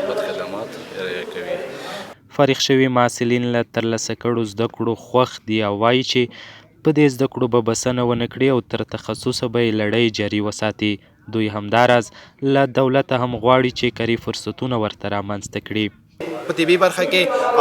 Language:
Pashto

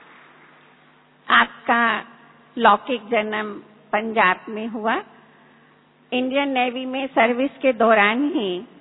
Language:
Hindi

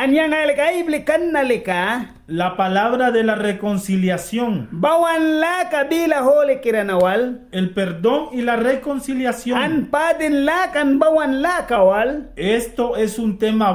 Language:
Mískito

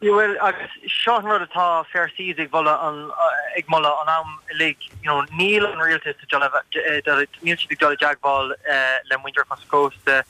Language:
Irish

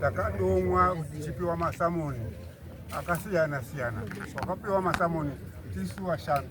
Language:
Shona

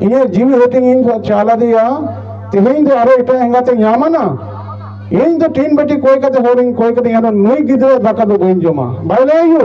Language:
Santali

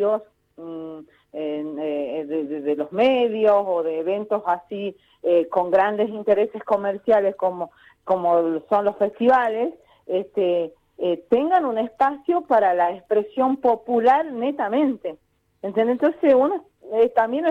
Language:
Spanish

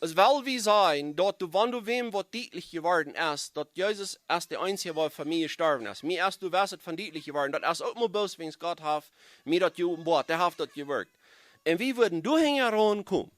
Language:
Plautdietsch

